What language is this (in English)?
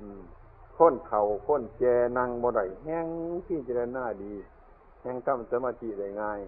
Northeastern Thai